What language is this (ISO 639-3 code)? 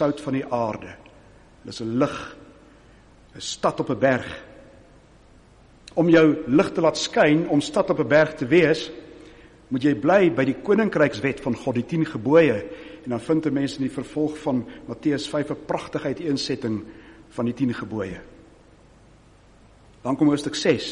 afr